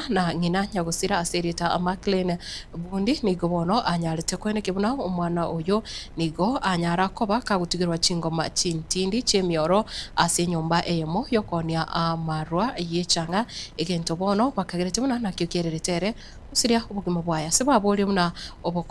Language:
Gusii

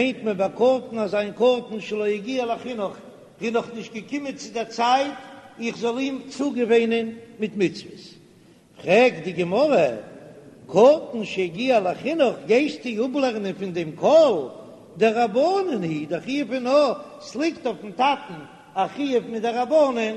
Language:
Yiddish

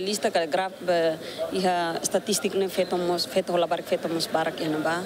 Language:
Tetum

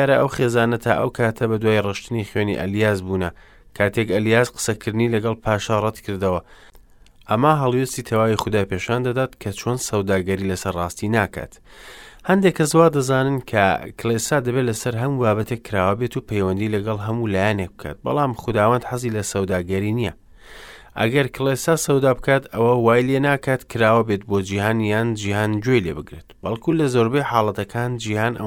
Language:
Central Kurdish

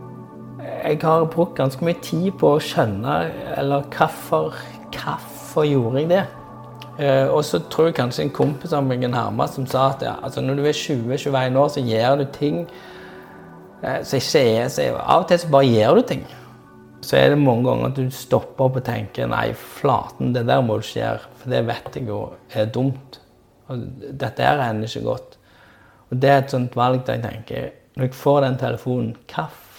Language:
Norwegian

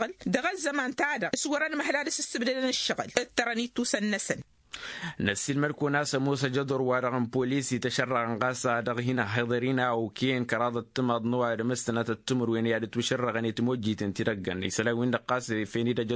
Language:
Tamasheq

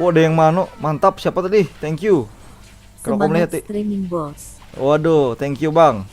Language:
Banjar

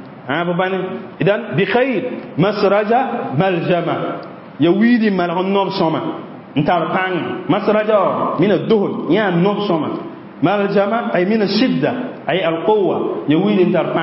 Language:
Mossi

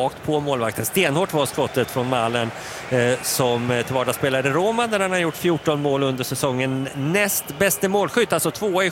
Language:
Swedish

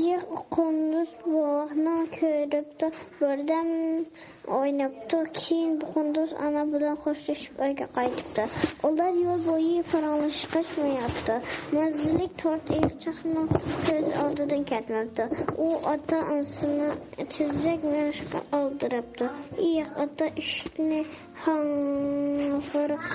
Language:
Uyghur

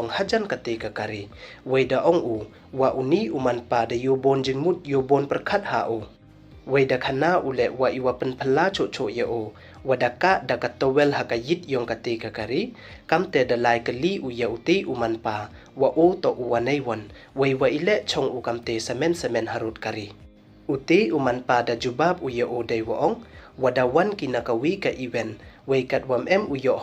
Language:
Pnar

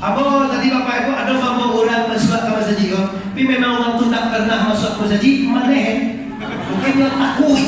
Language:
Minangkabau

